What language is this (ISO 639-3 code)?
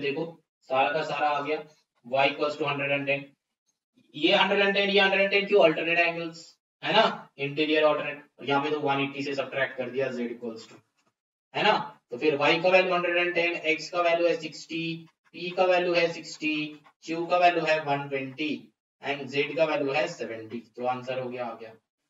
hin